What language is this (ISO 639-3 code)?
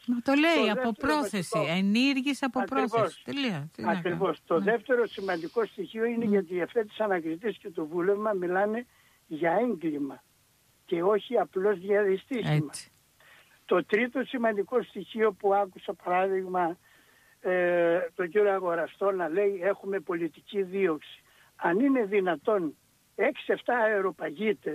ell